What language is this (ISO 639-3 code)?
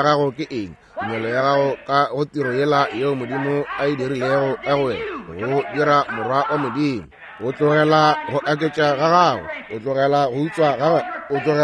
nso